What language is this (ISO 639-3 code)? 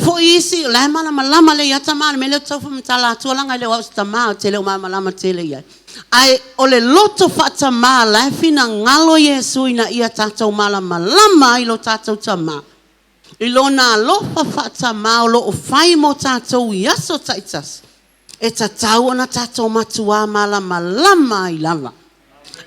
smo